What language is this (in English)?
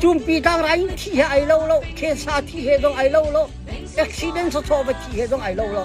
Hakha Chin